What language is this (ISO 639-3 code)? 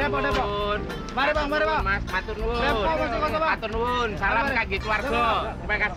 bew